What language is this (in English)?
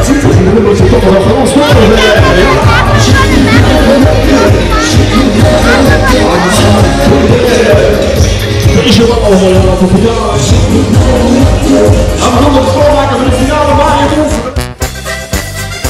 Dutch